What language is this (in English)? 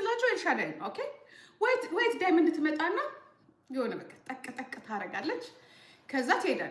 Amharic